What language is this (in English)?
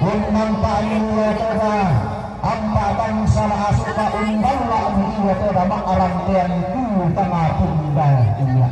Toraja-Sa'dan